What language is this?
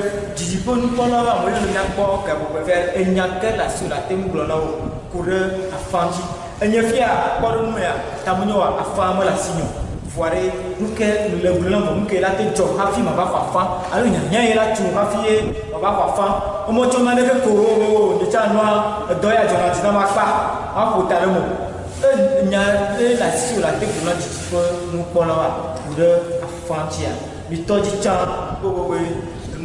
Ewe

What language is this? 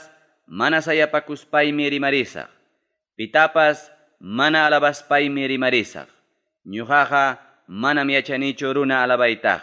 Ayacucho Quechua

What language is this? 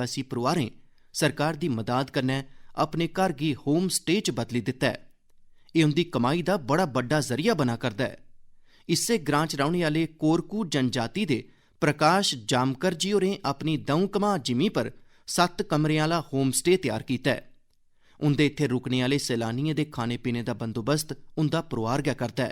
Dogri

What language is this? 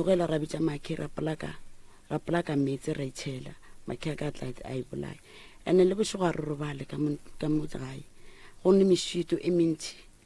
Northern Sotho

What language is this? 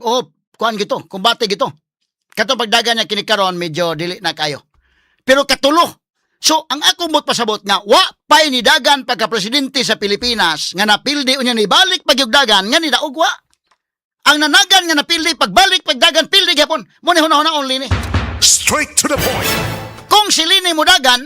Cebuano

